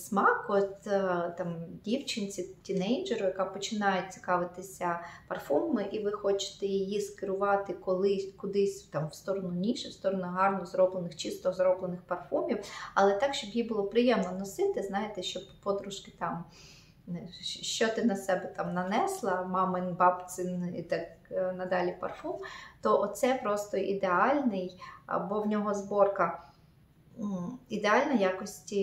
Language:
Ukrainian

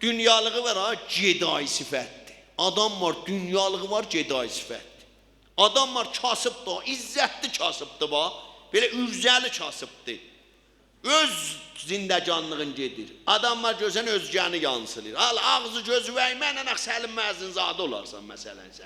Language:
South Azerbaijani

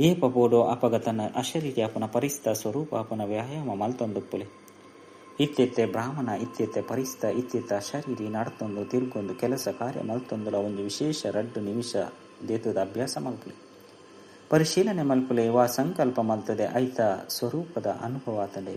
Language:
Tulu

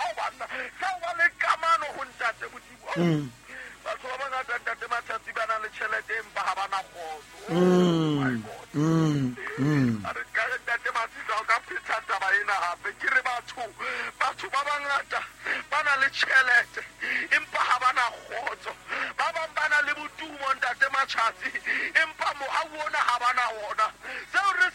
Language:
Southern Sotho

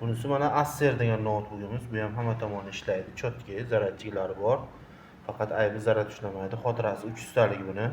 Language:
Uzbek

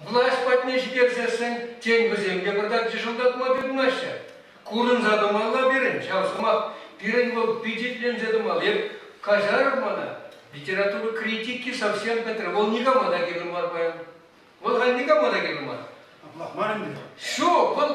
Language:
Chuvash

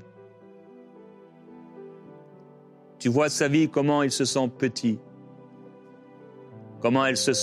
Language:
French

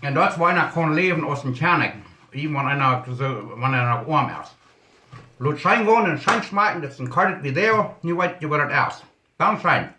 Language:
Plautdietsch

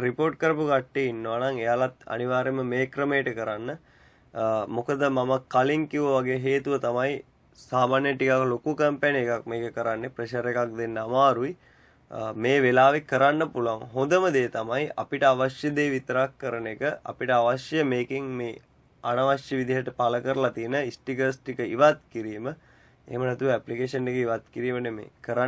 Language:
Sinhala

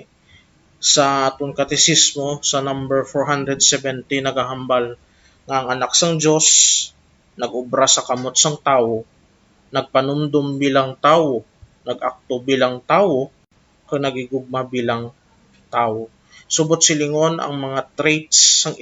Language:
Hiligaynon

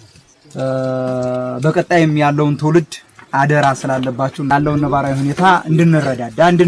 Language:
Amharic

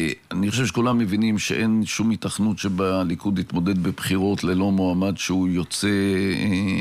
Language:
Hebrew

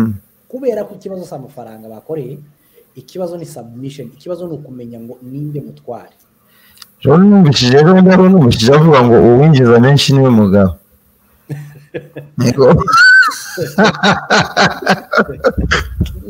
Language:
Kinyarwanda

